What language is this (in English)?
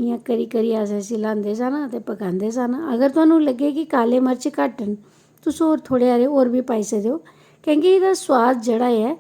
Dogri